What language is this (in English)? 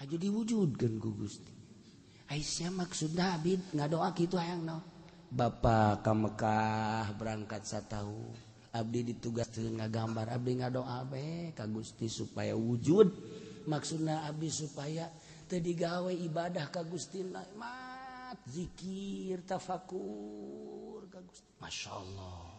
Sundanese